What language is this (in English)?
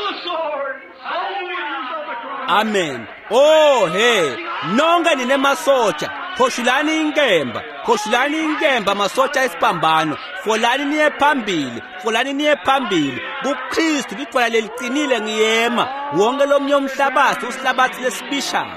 Swati